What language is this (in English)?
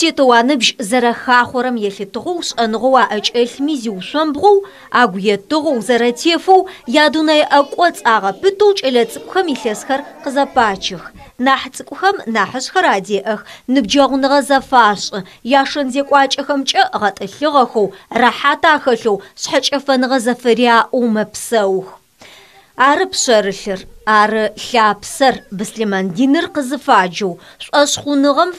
Adyghe